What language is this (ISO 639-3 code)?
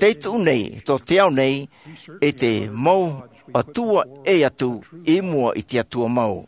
tah